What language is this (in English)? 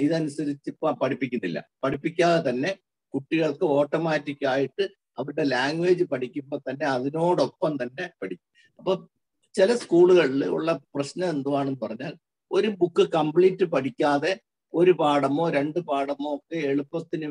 Malayalam